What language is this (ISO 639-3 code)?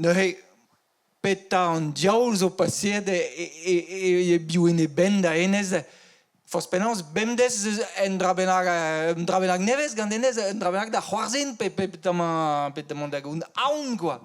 bre